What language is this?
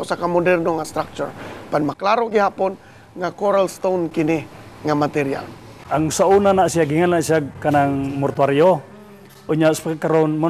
Cebuano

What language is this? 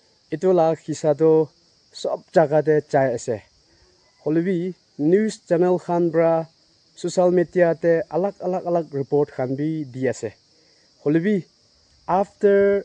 Naga Pidgin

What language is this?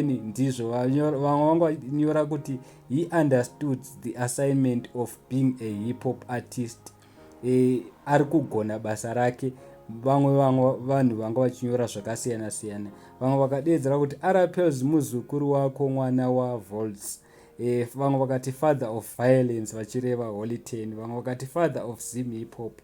Shona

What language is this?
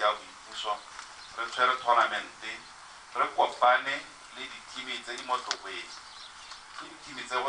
Tswana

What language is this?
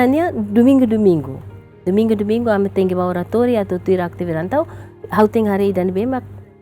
Tetum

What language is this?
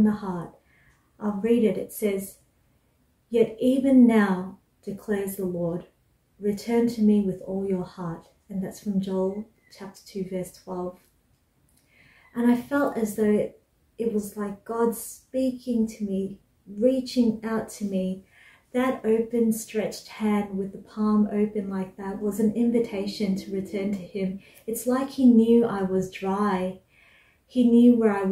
English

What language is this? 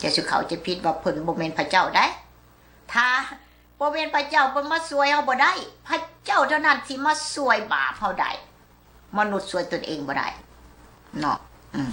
Lao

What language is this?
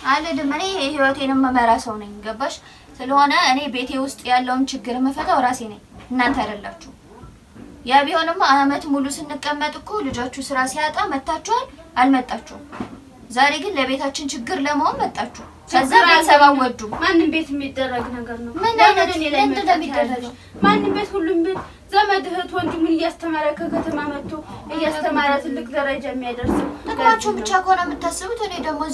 Amharic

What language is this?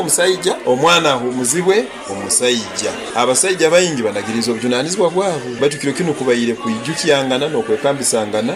Nyoro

